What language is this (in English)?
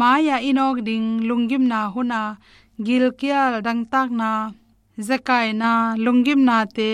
Tedim Chin